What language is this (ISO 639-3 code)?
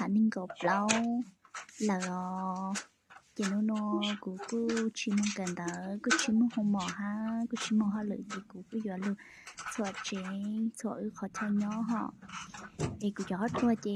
hmn